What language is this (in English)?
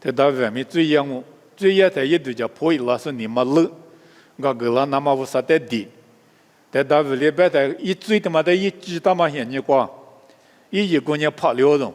Lisu